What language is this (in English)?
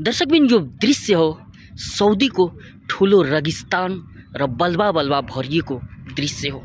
Nepali